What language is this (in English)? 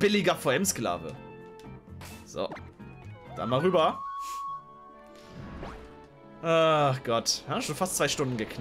German